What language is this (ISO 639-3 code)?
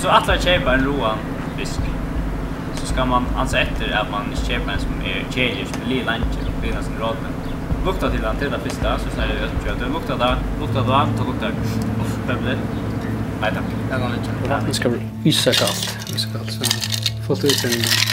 fao